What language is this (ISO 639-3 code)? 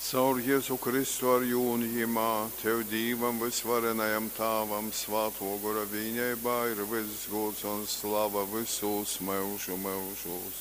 ltg